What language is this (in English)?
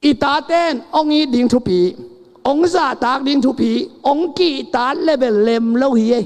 Tedim Chin